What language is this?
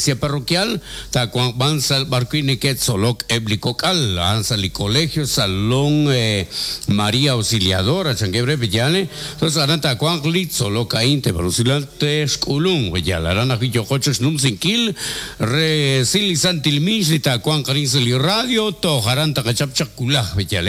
Kekchí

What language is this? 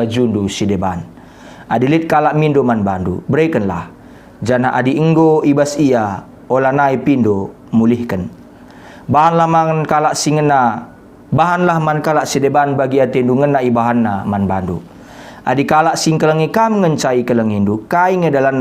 Batak Karo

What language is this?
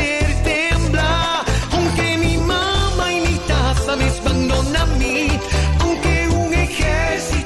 Papiamento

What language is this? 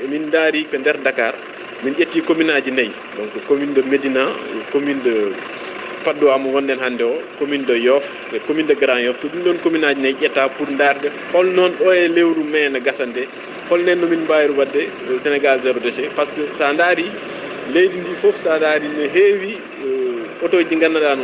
Fula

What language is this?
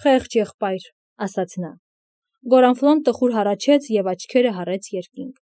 Armenian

